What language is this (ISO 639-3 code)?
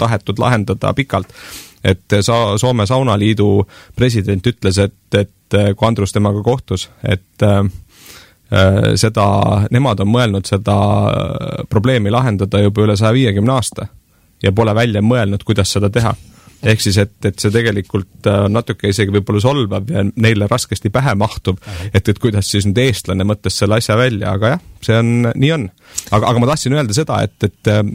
est